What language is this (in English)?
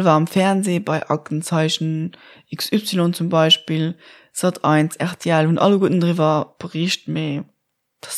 Luxembourgish